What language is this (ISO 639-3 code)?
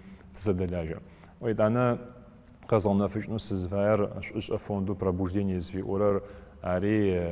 ady